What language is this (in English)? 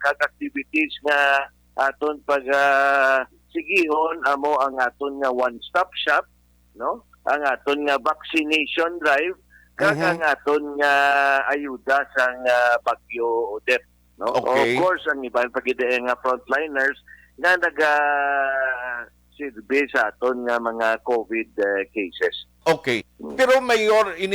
Hiligaynon